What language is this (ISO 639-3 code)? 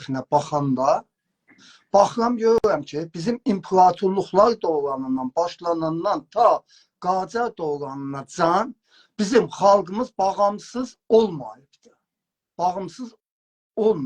azb